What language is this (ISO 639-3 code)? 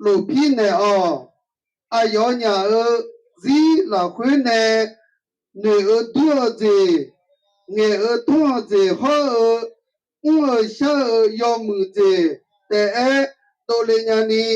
ahk